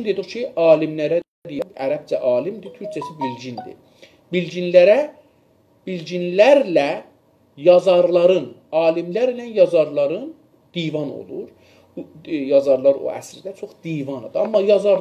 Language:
South Azerbaijani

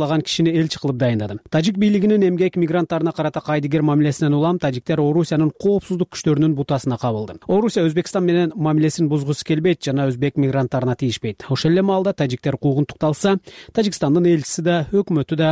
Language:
Kyrgyz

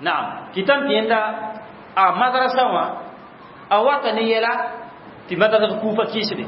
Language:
Mossi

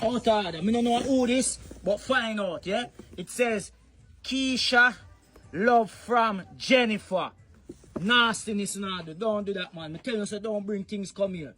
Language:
Jamaican Creole English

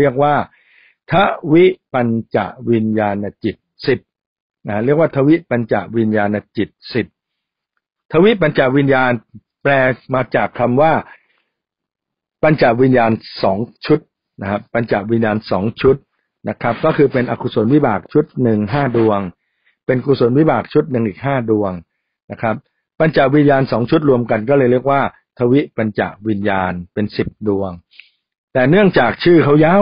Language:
Thai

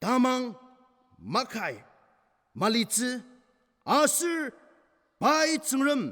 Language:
Ao Naga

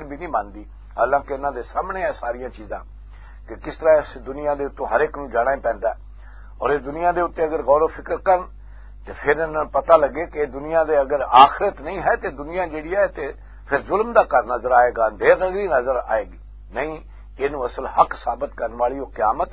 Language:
Western Panjabi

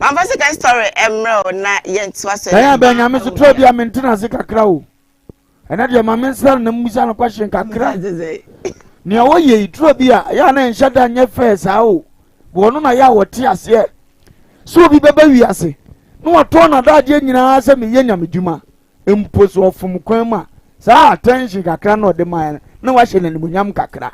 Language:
Akan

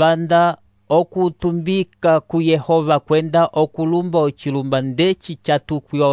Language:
Umbundu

